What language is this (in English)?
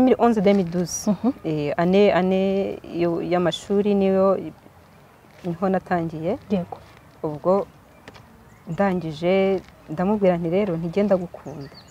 Kinyarwanda